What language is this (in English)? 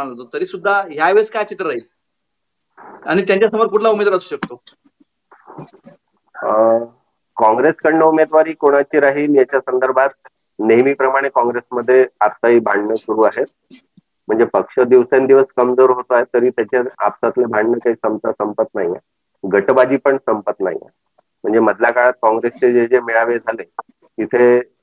Marathi